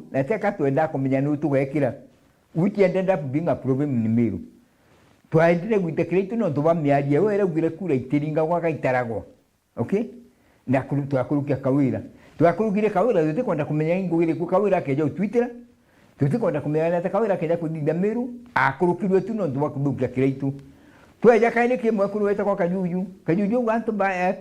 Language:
Meru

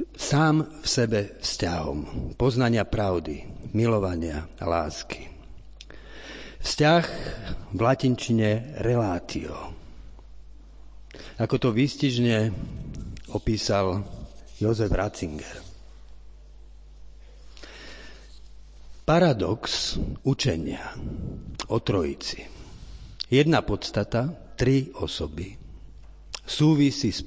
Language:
Slovak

